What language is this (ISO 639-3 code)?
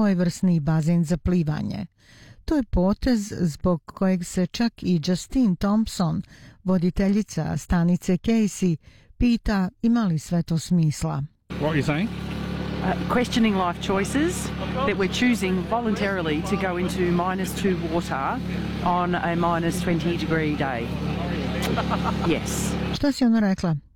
bos